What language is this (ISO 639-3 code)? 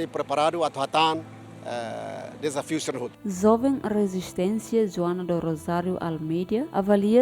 tet